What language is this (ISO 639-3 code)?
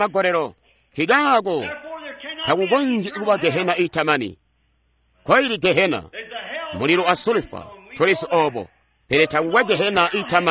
toi